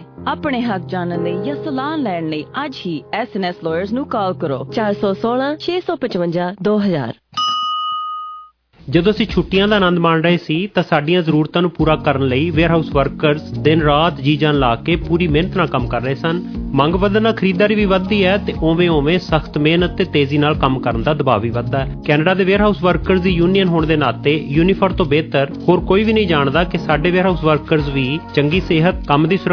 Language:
Punjabi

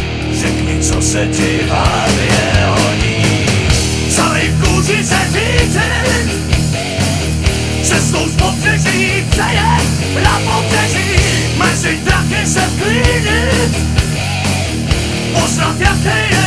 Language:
Czech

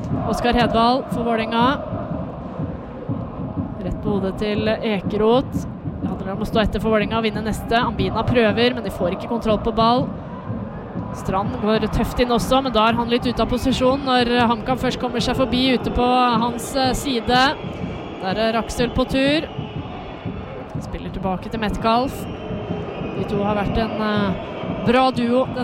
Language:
Norwegian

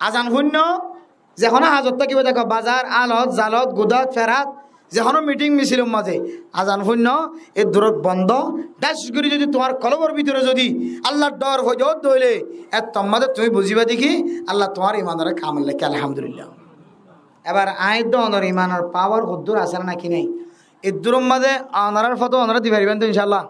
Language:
Rohingya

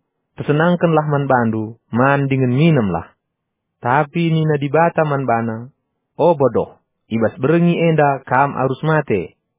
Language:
Batak Karo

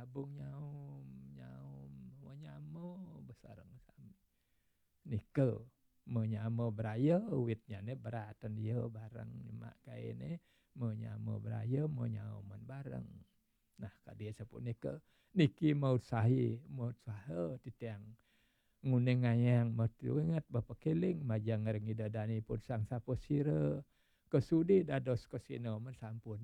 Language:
Balinese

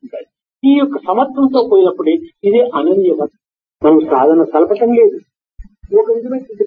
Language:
Telugu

